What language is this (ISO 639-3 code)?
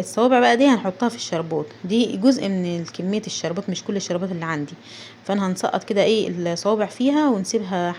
arz